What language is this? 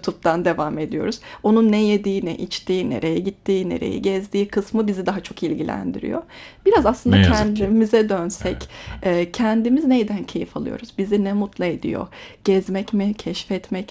Turkish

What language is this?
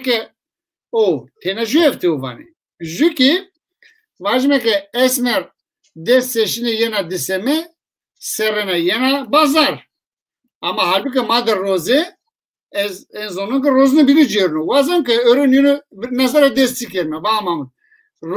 Zaza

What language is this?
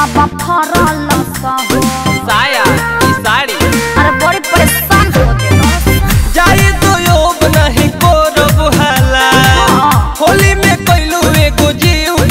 Bhojpuri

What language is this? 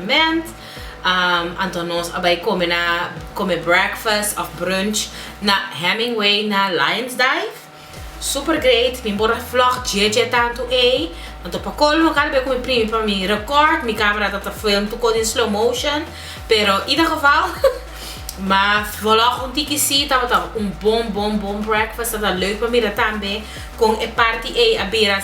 Papiamento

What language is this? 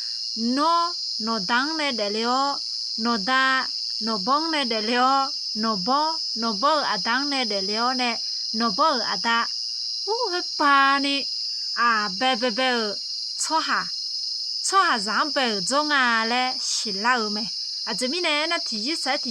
Akha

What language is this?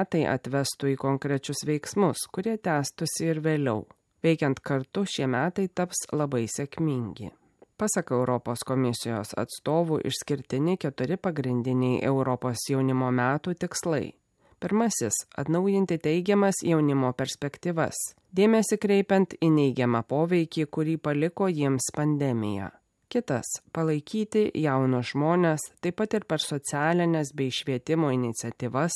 Lithuanian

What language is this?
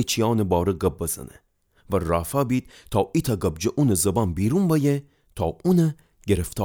Gilaki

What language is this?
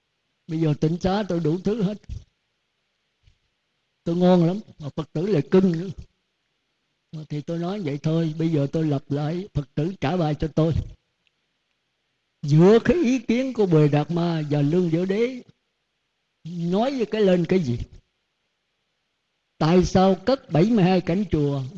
Vietnamese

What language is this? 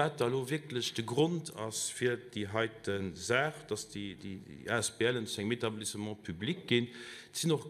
Luxembourgish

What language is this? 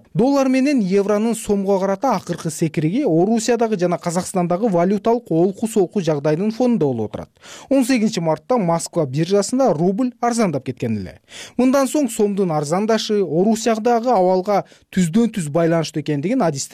Kyrgyz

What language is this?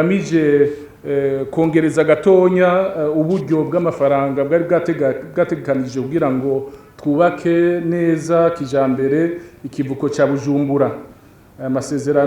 Rundi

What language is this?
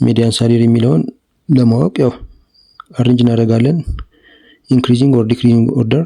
Amharic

